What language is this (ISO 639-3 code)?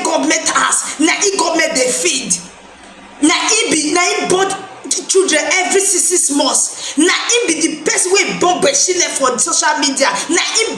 pcm